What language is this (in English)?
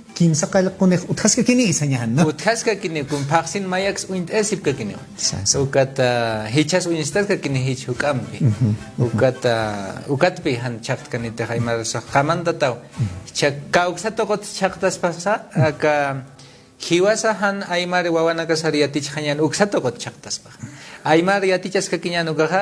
Aymara